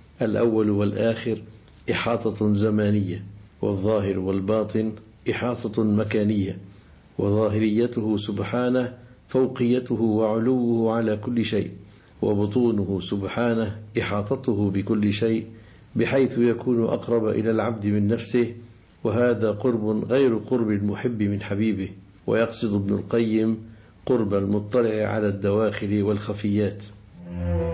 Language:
Arabic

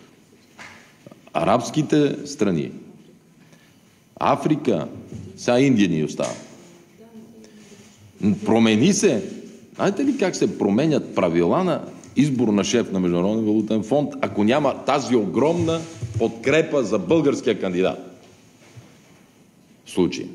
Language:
Bulgarian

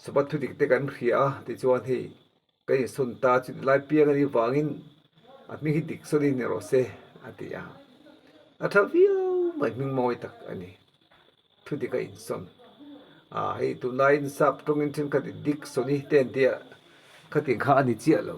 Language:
Mizo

